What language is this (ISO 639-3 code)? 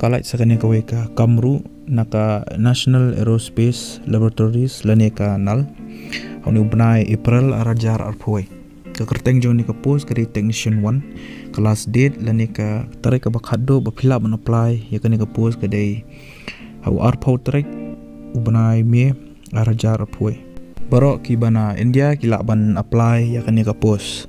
kha